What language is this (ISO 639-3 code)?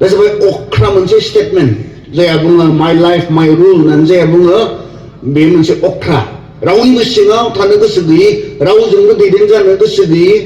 brx